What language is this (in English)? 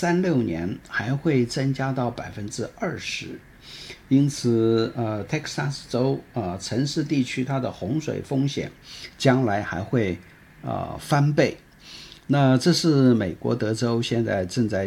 Chinese